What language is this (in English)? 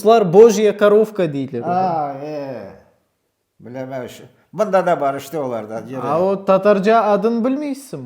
Crimean Tatar